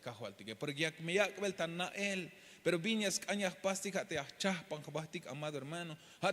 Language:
Tzeltal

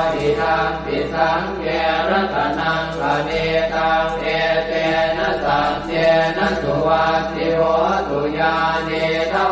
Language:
Pali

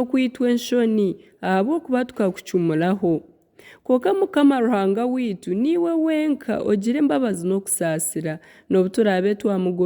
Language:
Nyankole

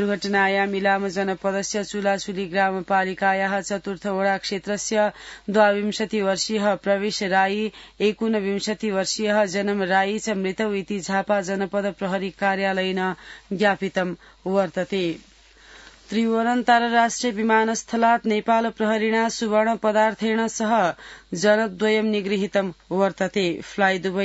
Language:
Sanskrit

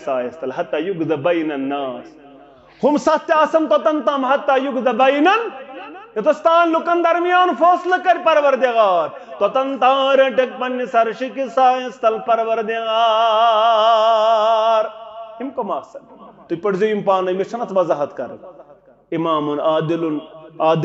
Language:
Kashmiri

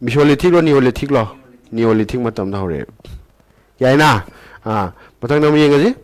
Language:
Manipuri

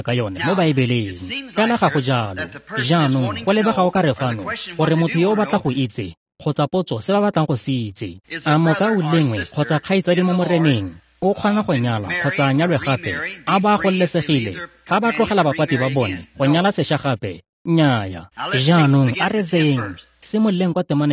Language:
Tswana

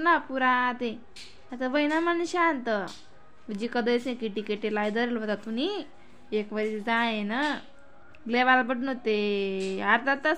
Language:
Khandesi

